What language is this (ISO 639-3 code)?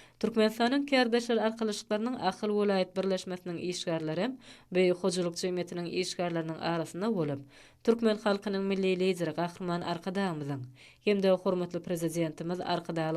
tuk